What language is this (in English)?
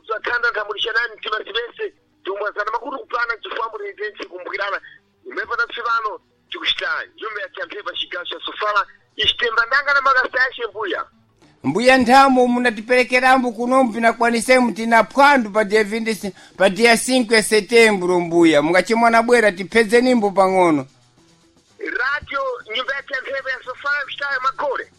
Sena